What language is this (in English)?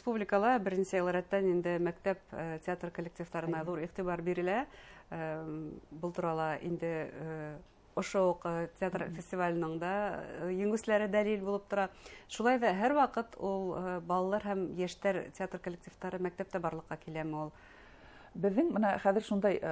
Bashkir